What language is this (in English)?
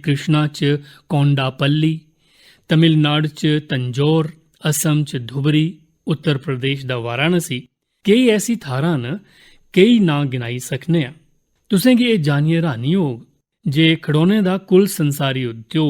Dogri